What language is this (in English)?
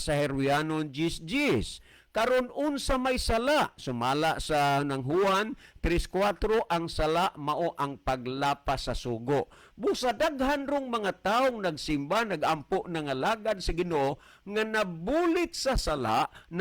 Cebuano